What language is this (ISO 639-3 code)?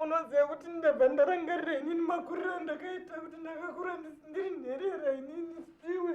sna